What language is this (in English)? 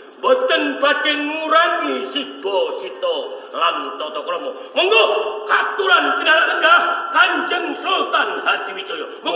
Javanese